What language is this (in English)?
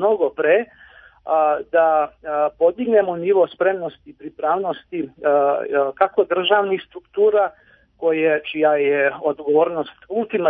Serbian